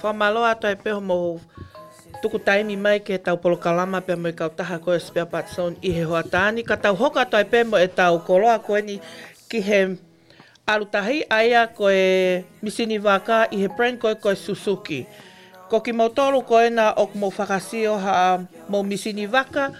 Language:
Tongan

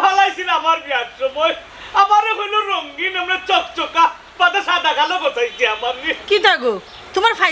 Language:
Sylheti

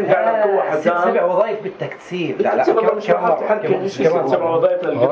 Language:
North Levantine Arabic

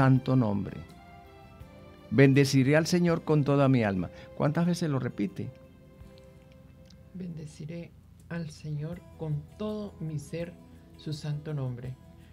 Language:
Spanish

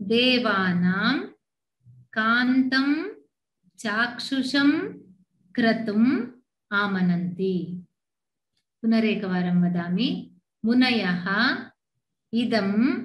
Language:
Sanskrit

